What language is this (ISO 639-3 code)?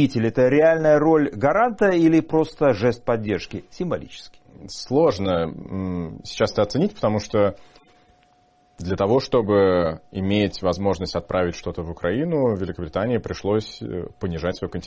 rus